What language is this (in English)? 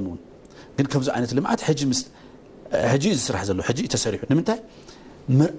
Tigrinya